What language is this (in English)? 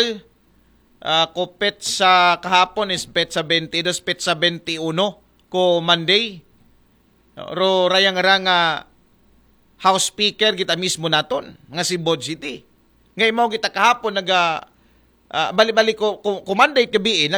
Aklanon